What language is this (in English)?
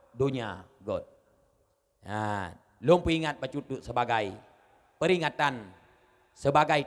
Achinese